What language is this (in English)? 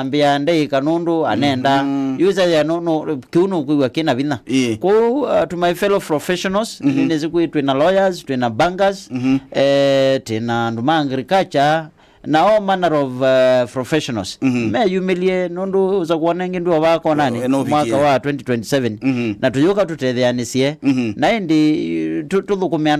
Kamba